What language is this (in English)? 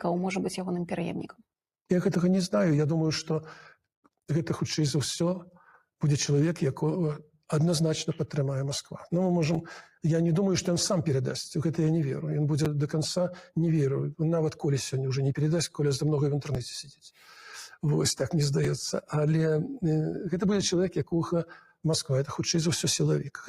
Belarusian